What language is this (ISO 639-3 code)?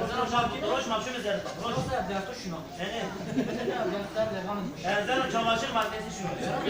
zza